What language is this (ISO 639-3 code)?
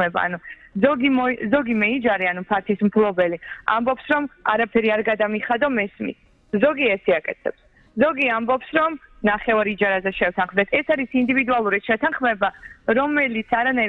kat